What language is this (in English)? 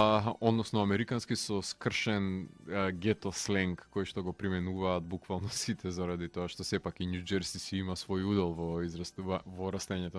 Macedonian